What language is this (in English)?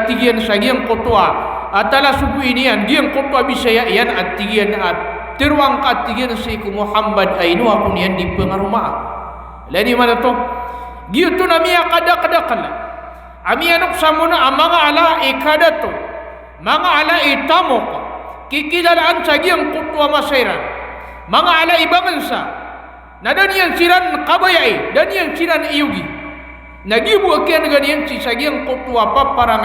Maranao